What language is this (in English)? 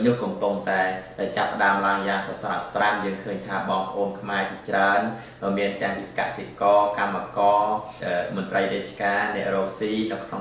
Khmer